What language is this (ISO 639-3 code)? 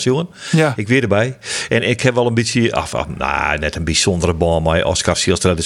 fry